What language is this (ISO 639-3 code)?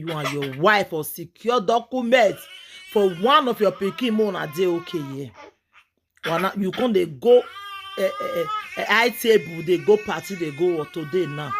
pcm